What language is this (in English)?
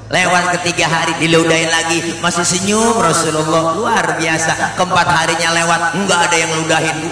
Betawi